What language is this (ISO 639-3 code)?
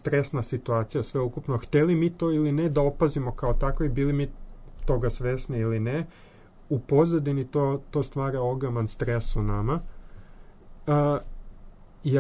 srp